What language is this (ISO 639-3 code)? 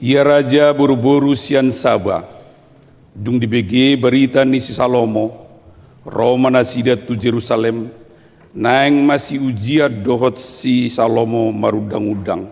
bbc